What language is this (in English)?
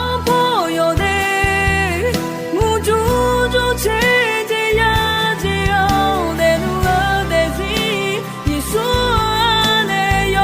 Akha